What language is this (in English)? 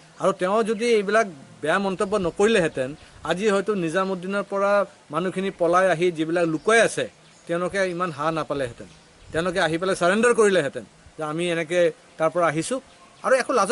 Assamese